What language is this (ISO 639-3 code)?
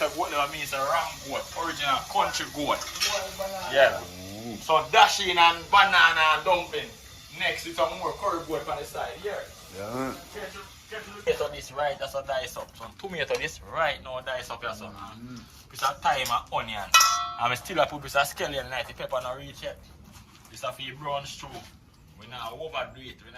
jam